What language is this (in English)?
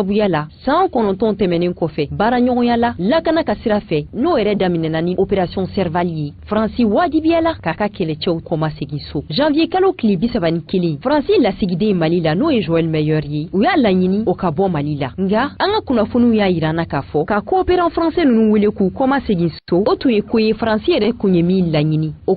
Bambara